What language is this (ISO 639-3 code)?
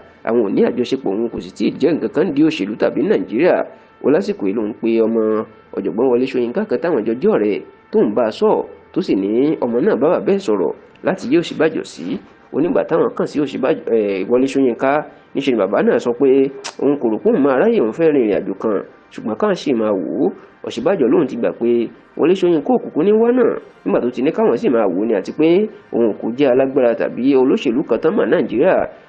yor